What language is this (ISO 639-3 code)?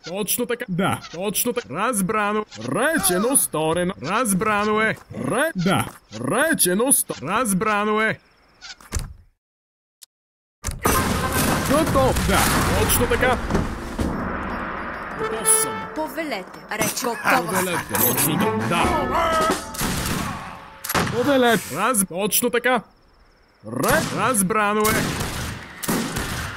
bul